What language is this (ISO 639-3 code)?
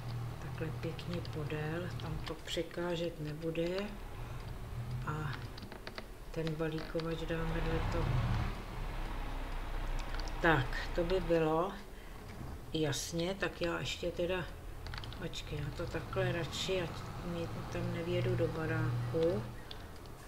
ces